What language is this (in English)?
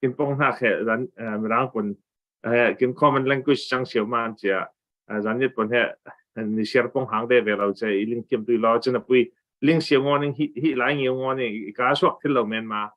Falam Chin